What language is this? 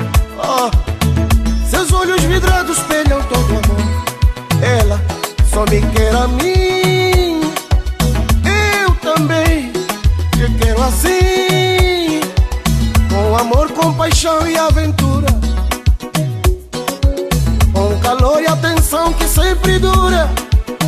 Portuguese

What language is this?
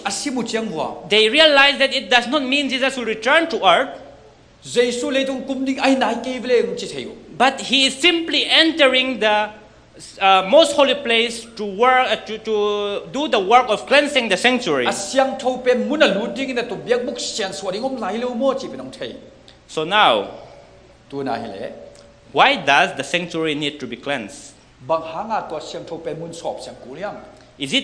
Tedim Chin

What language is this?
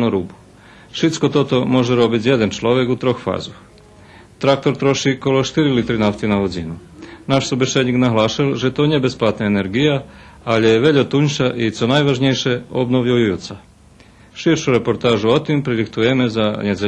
Rusyn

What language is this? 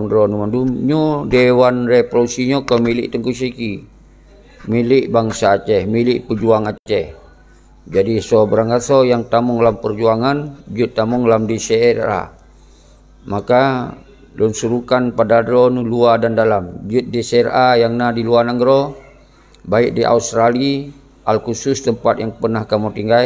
Achinese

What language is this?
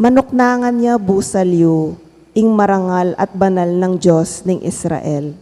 Pampanga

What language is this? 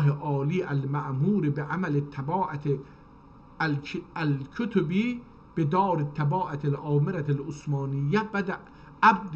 South Azerbaijani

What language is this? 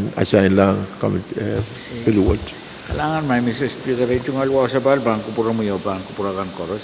Pohnpeian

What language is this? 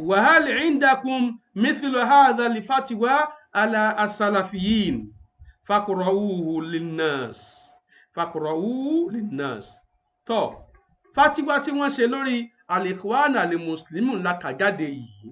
Yoruba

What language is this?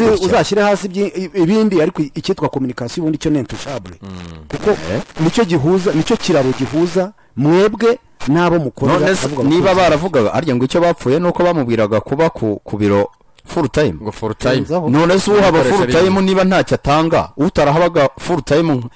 Kinyarwanda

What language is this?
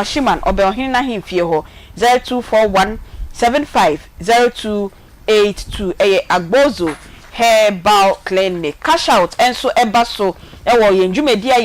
Akan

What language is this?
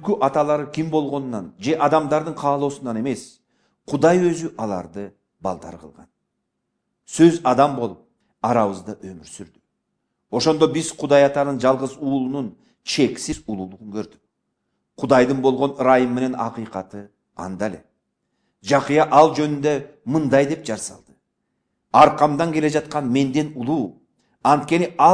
Kyrgyz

